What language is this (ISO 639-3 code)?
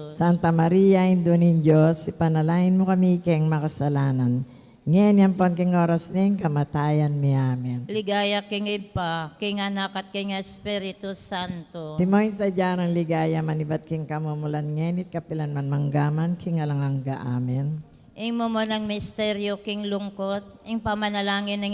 pam